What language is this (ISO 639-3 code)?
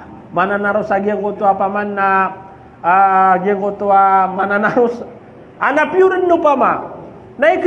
mrw